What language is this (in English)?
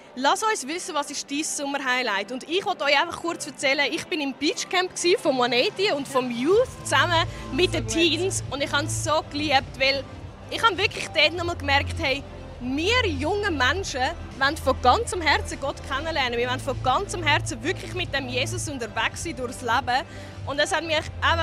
Swiss German